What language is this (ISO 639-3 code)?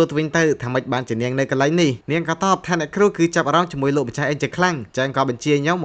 khm